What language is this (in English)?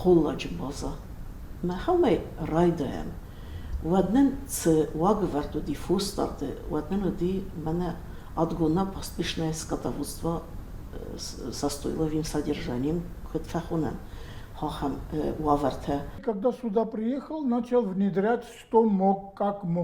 Ossetic